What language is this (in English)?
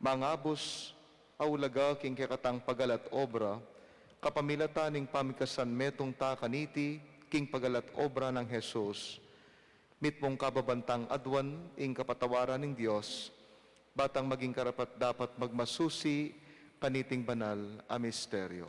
Pampanga